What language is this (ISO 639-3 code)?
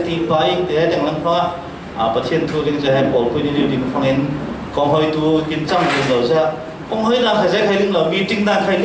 cfm